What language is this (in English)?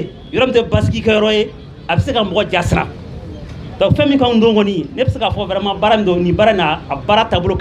Bambara